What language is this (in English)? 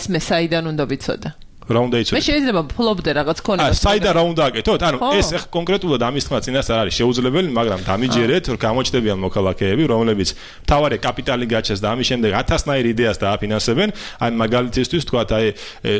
Georgian